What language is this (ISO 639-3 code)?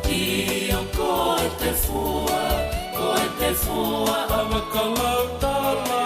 ton